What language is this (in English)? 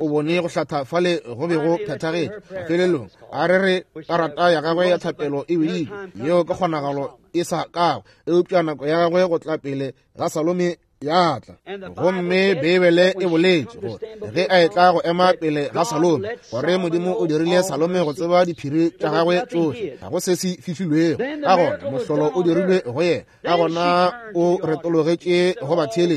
Northern Sotho